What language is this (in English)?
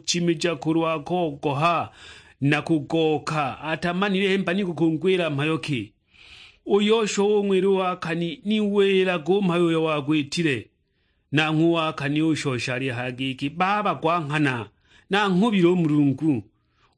Sukuma